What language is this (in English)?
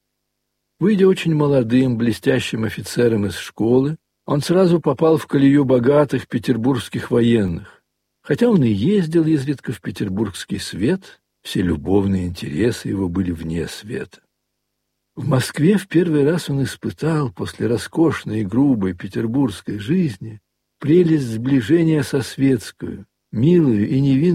Russian